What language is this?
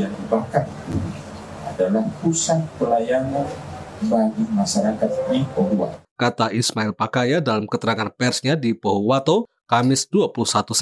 Indonesian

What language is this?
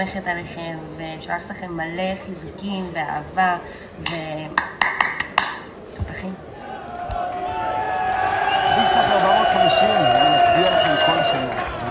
Hebrew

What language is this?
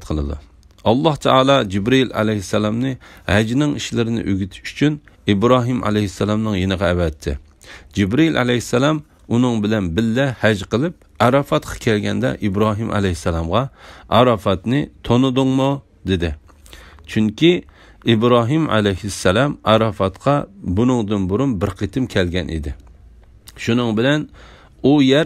Uyghur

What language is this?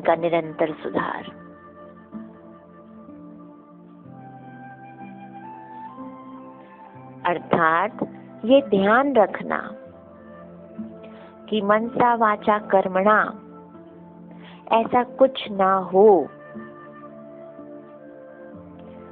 Hindi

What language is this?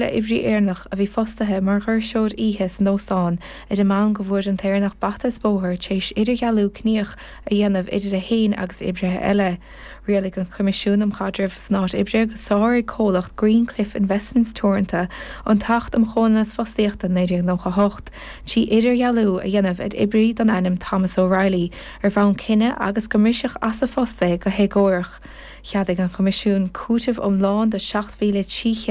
Irish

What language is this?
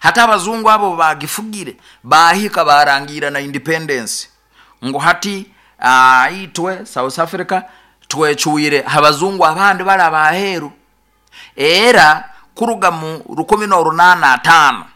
Nyoro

